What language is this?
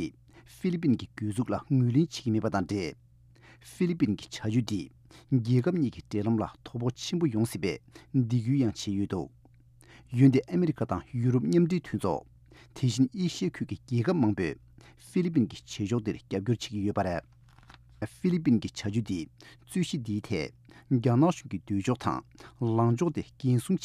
Tibetan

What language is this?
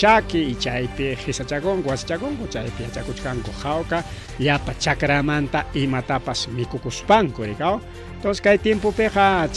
Ayacucho Quechua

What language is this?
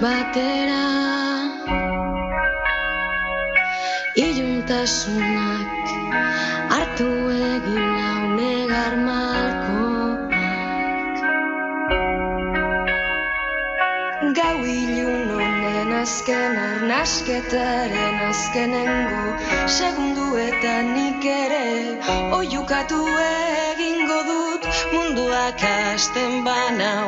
Basque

